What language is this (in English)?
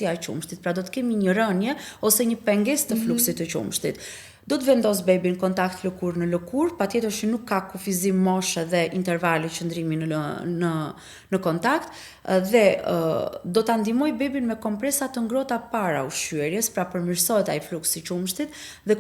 Albanian